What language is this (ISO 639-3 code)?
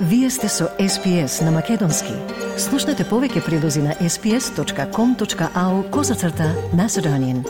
mkd